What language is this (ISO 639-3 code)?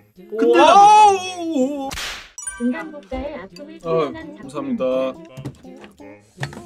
kor